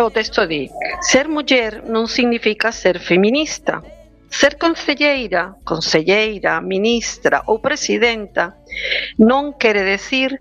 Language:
Galician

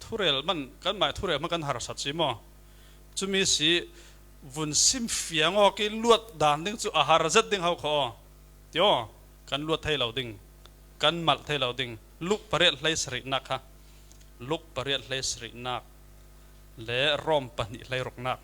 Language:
Falam Chin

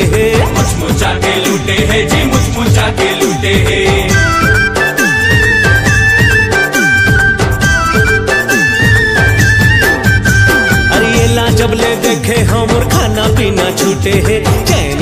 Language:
Chhattisgarhi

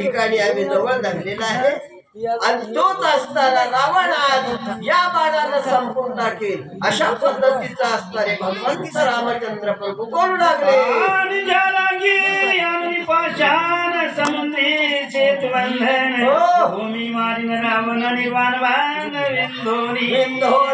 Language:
Marathi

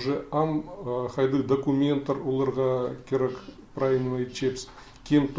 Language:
Khakas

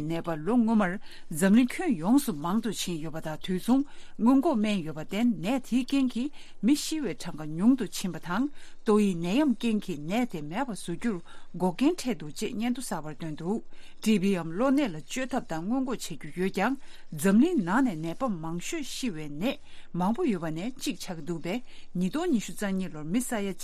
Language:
Tibetan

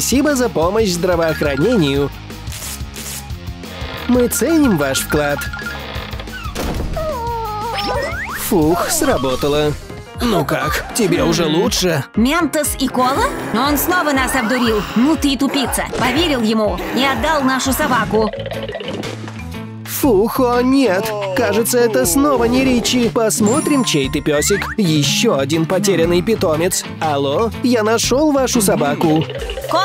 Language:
Russian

